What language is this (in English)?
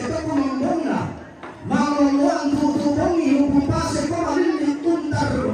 Toraja-Sa'dan